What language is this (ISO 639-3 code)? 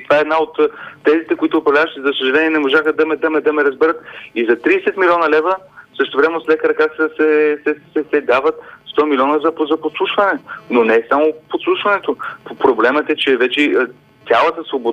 bul